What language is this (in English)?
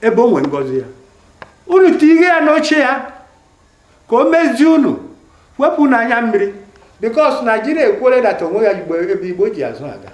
Igbo